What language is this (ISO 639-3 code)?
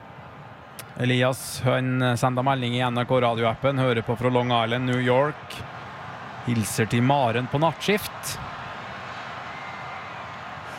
nor